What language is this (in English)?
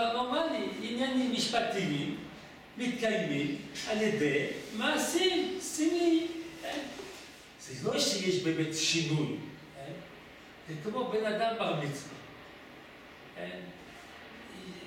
Hebrew